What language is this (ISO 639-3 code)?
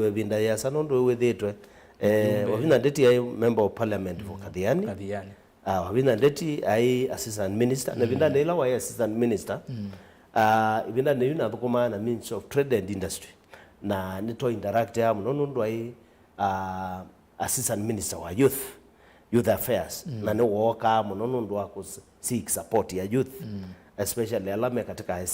kam